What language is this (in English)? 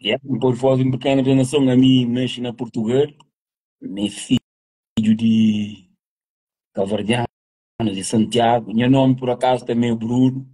Kabuverdianu